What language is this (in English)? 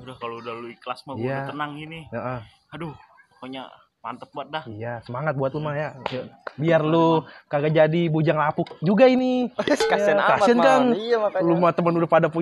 Betawi